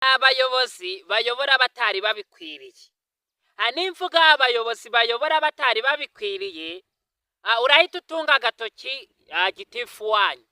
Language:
Kinyarwanda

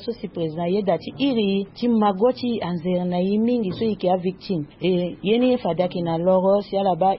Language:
Sango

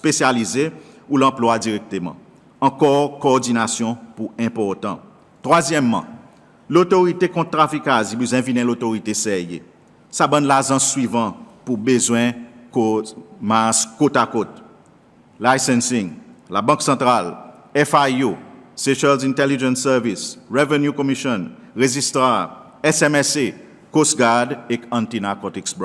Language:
Seselwa Creole French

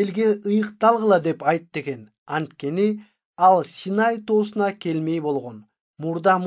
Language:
Kyrgyz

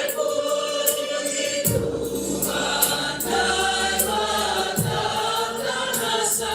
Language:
Batak Simalungun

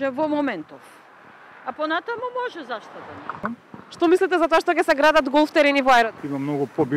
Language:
Macedonian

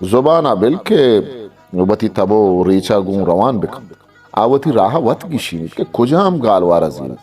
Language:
Eastern Balochi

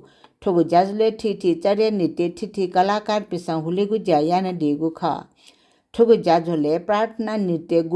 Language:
Newari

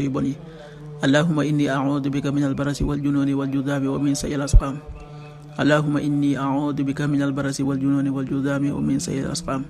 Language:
Wolof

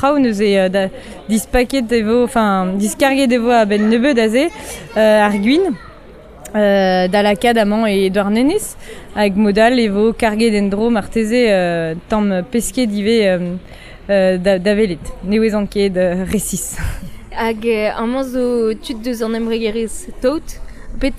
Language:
Breton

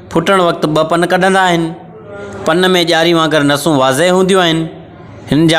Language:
Sindhi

